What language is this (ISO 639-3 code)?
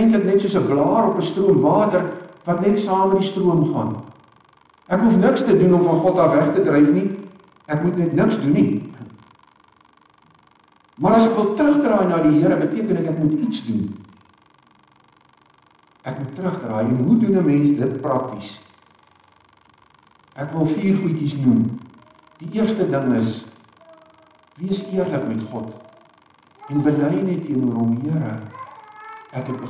afr